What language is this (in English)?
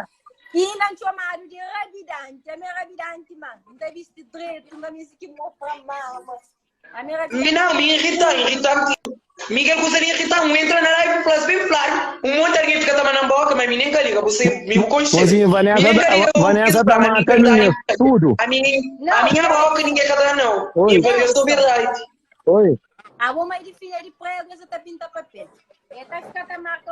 Kabuverdianu